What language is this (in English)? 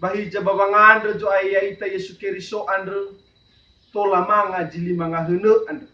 Nias